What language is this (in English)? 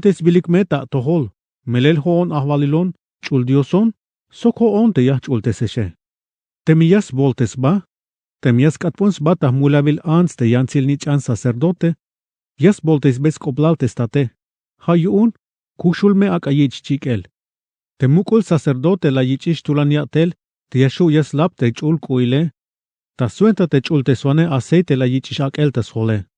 Tzeltal